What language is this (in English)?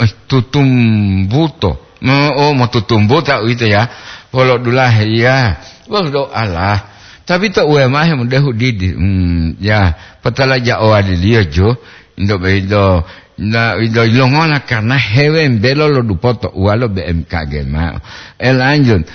Gorontalo